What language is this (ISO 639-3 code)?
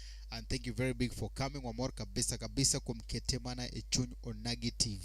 luo